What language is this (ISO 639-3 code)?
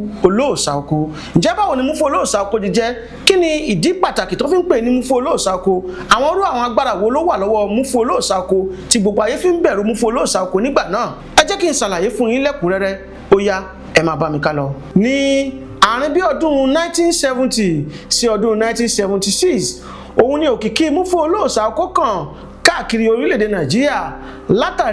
yor